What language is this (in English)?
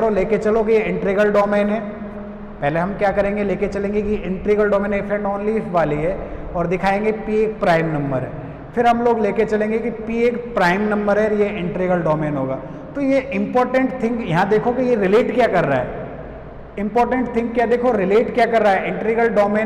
Hindi